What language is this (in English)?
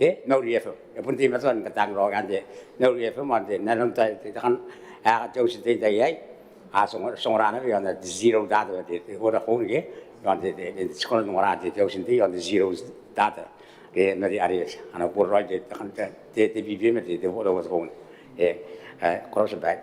Gilbertese